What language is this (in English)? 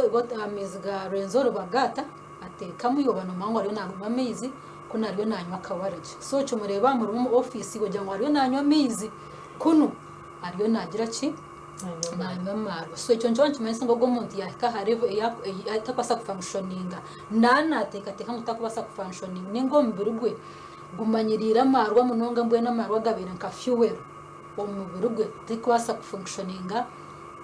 Nyankole